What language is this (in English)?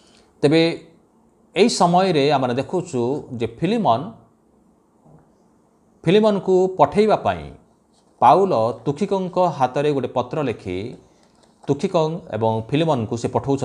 Odia